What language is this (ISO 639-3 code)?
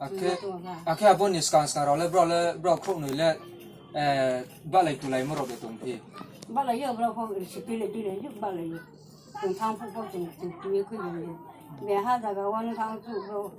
ria